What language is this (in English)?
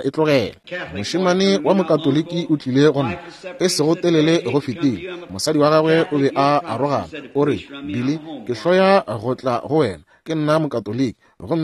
Northern Sotho